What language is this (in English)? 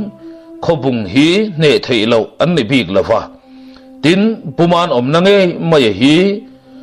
Mizo